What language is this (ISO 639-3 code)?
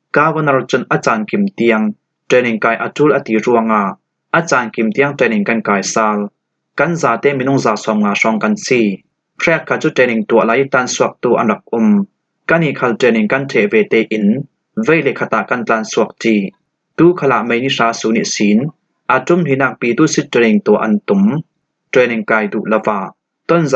cfm